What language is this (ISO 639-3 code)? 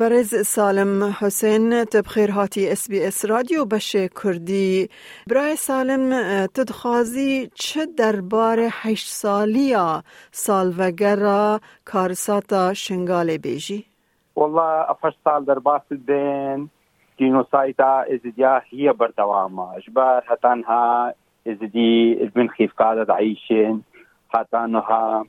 kur